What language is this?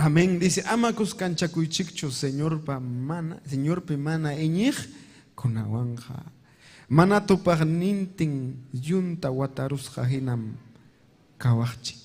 Ayacucho Quechua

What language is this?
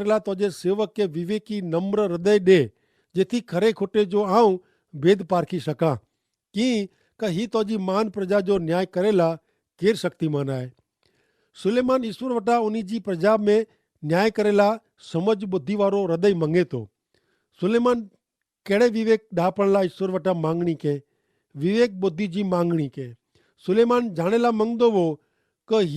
Kachhi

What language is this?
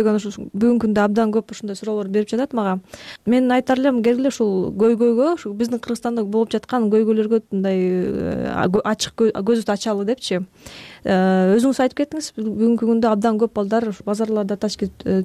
Kyrgyz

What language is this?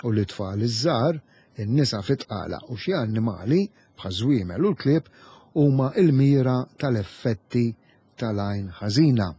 Maltese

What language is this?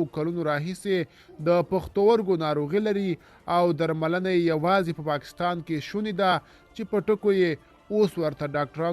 Pashto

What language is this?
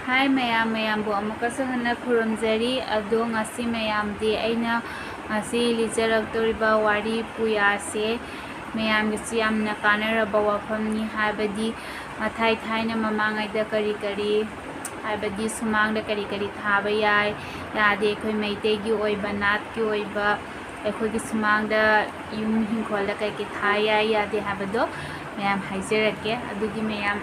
Manipuri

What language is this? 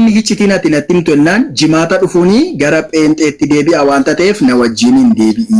Oromo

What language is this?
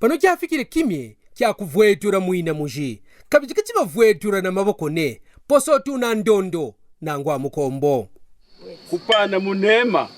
Kaonde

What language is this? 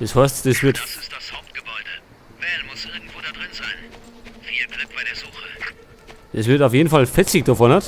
Bavarian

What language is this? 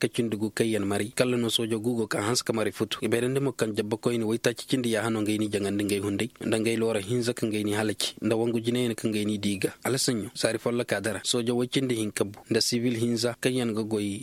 Koyraboro Senni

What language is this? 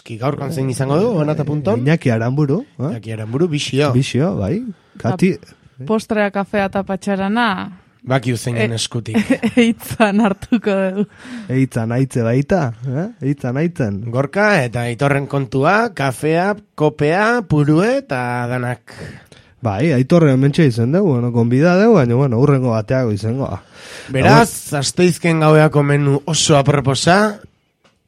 Basque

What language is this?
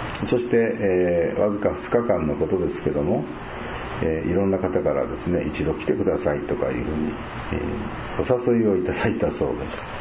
Japanese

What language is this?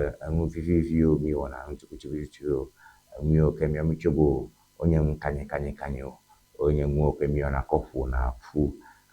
Ewe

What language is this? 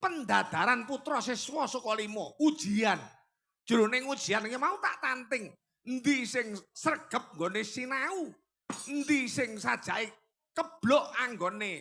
Javanese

